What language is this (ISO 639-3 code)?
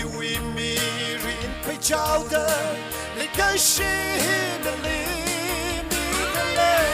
nmf